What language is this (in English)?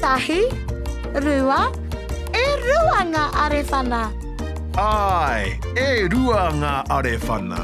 Māori